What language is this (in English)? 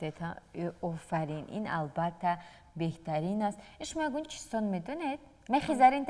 Tajik